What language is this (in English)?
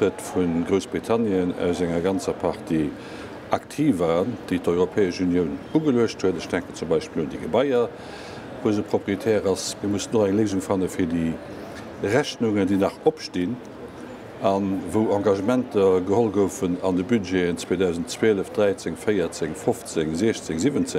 Luxembourgish